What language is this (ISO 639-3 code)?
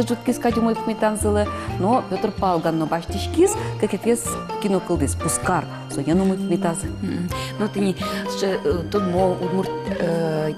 udm